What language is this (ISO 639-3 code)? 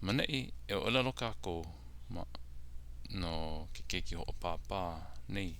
haw